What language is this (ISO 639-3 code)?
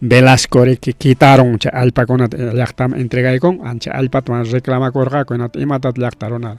quy